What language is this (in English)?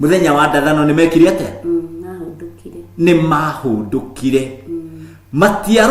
Kikuyu